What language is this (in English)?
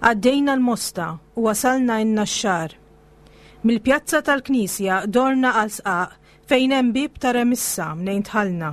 Maltese